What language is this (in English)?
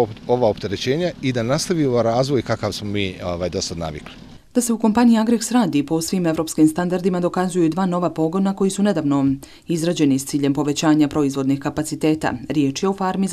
Bosnian